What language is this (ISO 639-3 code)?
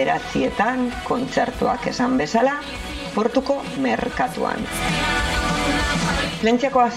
eus